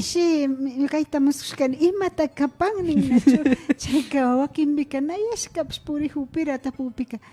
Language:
Imbabura Highland Quichua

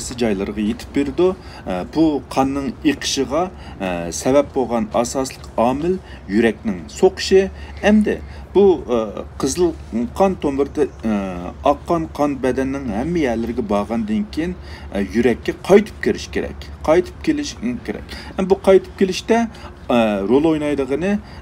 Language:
Uyghur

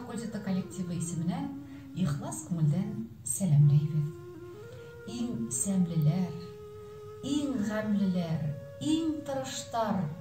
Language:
Bashkir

